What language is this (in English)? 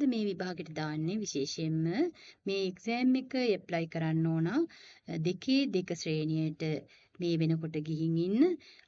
Sinhala